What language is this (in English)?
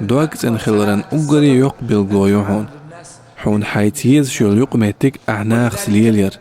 Chechen